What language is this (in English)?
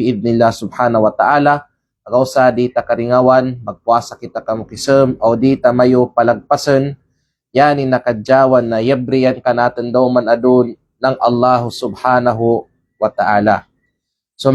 Kalagan